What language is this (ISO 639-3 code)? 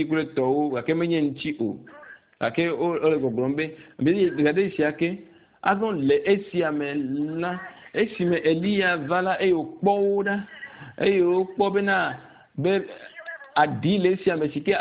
ewe